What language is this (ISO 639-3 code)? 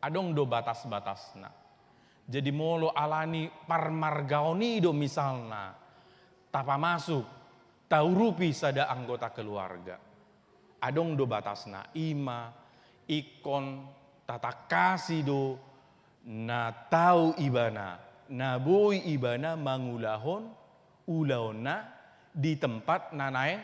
bbc